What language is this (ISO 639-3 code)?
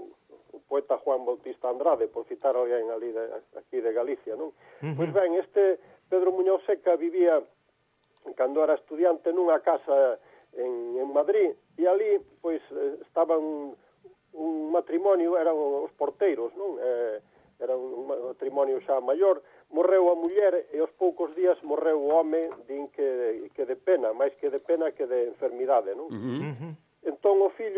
glg